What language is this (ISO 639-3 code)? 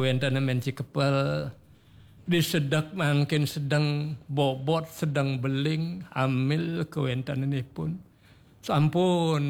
ban